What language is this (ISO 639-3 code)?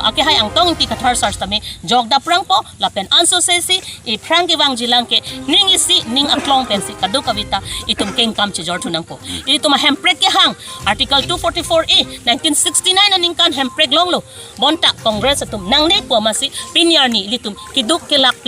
mjw